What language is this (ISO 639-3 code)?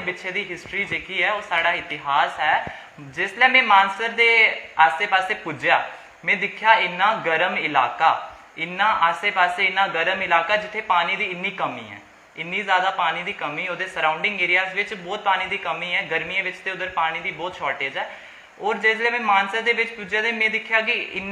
doi